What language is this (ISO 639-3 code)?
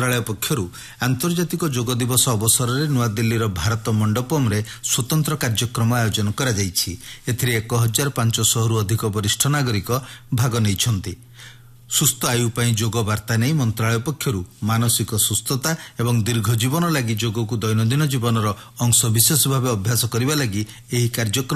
ori